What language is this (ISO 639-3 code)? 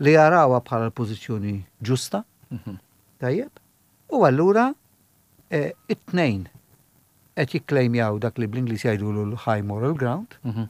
mlt